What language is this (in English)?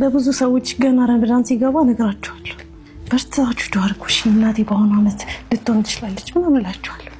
Amharic